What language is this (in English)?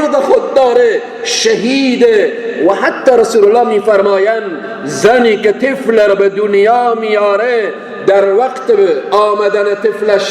Persian